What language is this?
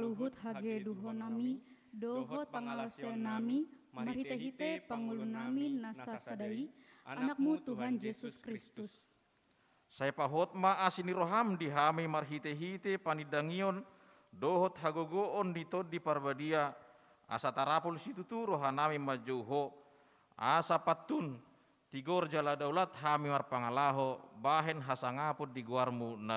Batak Toba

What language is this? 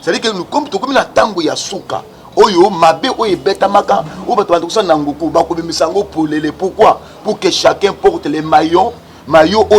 Lingala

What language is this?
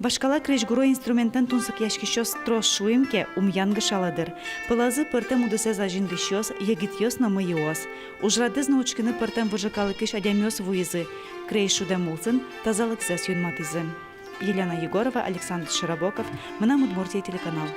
Udmurt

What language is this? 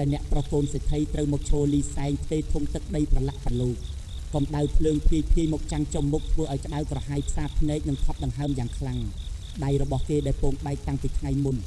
Khmer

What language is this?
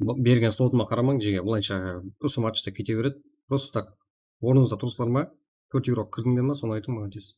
Kara-Kalpak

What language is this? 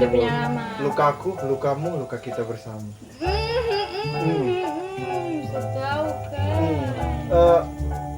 Manado Malay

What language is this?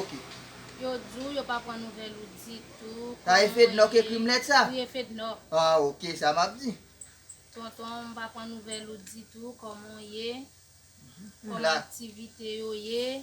Haitian Creole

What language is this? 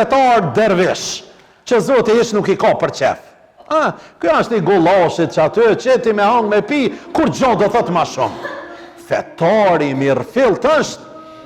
Albanian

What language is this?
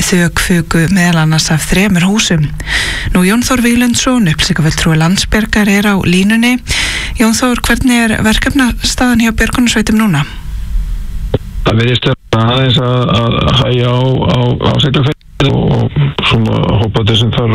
Icelandic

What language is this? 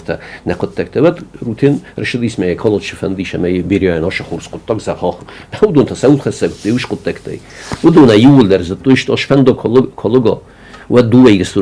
Ossetic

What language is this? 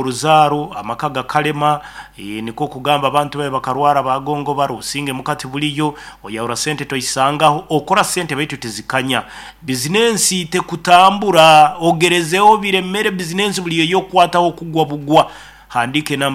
Nyoro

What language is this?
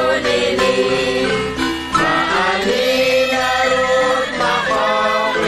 Kekchí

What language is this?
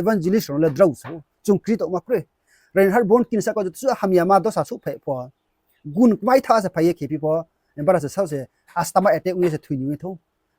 Riang (India)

